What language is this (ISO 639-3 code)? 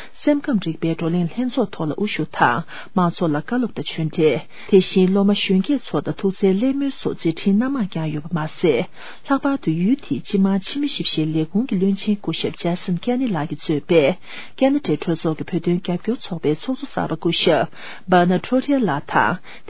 bod